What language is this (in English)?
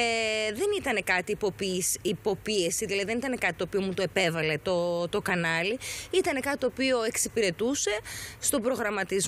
Greek